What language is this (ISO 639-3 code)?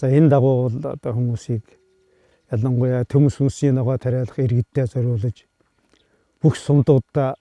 mon